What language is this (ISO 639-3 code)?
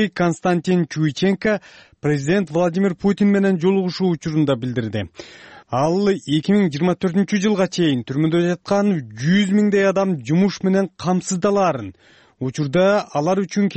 kir